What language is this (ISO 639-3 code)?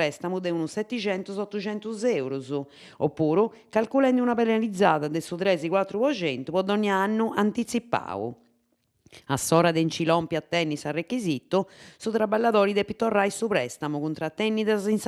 srd